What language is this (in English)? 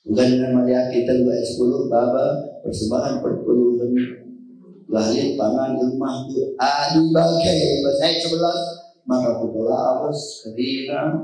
Batak Karo